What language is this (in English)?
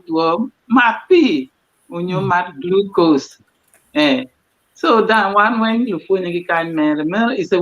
Acoli